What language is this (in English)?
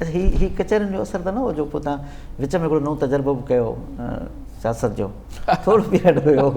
Sindhi